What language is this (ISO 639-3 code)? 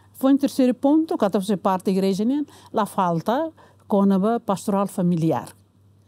tet